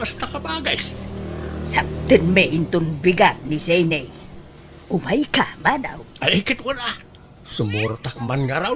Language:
Iloko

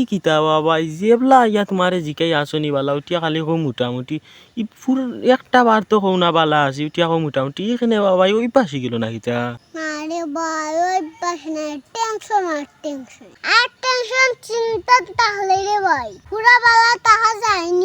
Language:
Sylheti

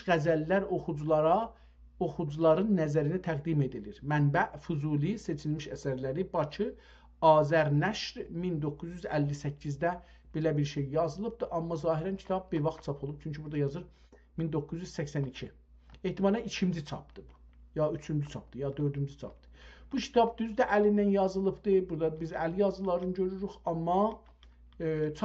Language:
South Azerbaijani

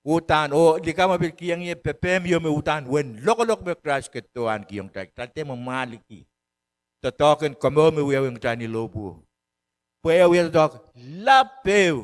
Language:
Pohnpeian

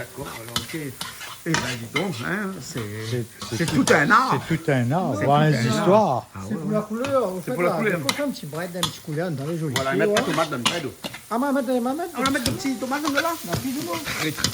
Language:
Réunion Creole French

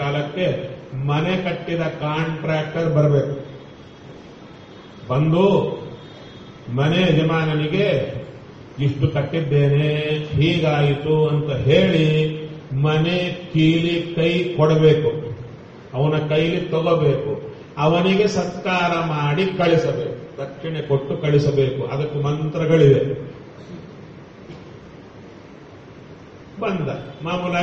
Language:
Kannada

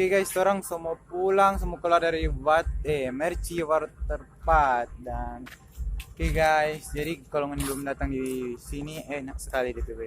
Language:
Manado Malay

